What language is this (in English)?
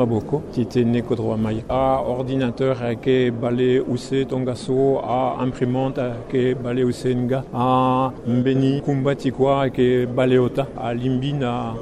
Sango